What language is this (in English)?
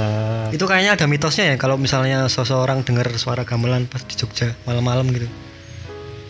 Indonesian